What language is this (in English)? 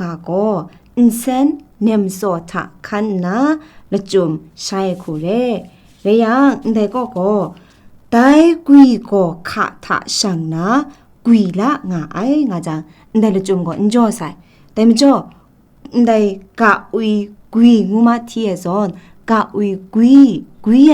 Kachin